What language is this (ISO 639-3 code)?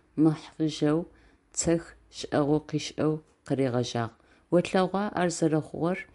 ady